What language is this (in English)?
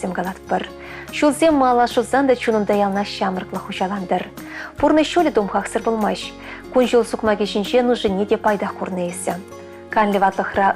Chuvash